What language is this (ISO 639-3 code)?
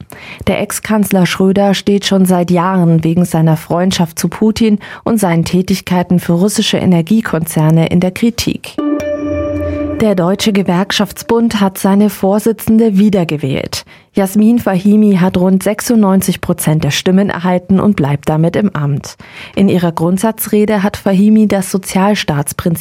deu